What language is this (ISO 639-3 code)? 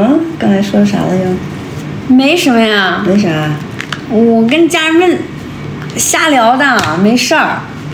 zho